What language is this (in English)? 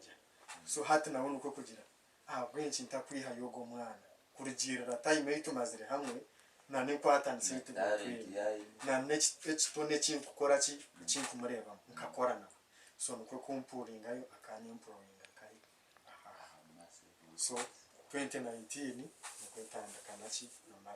Nyankole